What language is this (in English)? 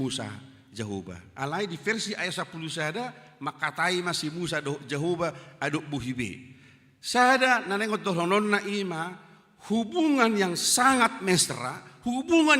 Batak Toba